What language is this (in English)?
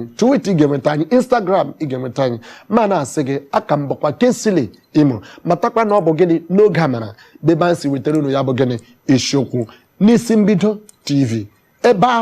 Igbo